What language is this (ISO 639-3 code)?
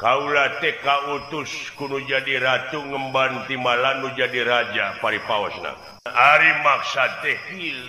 sun